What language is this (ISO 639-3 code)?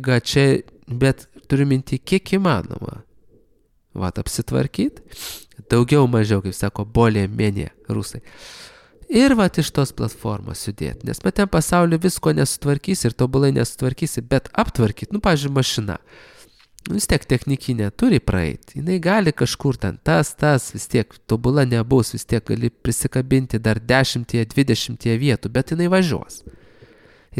lit